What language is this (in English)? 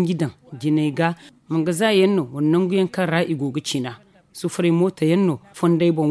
Zarma